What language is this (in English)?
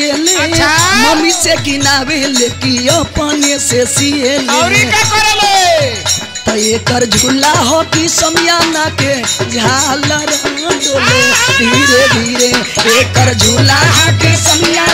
Bhojpuri